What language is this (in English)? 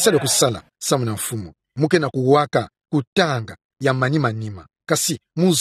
Kituba (Democratic Republic of Congo)